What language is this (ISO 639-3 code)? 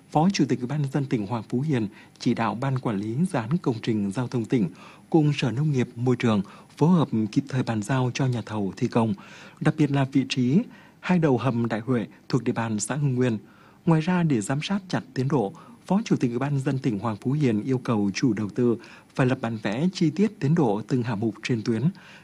vie